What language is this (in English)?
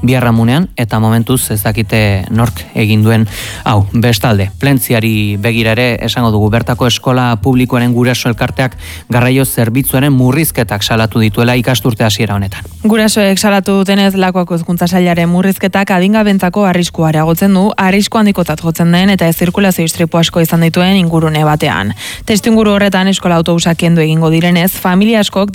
Basque